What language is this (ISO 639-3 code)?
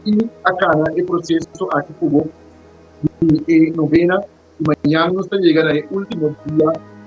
pap